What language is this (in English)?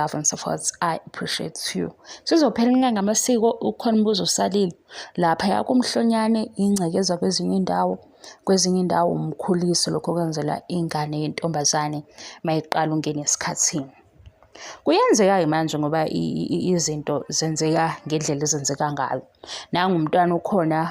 Zulu